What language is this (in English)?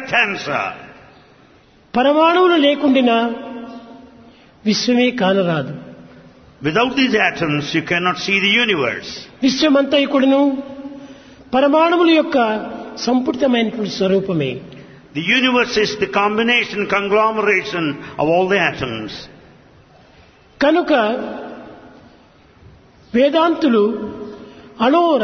Telugu